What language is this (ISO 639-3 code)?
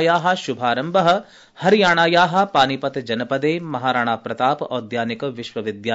san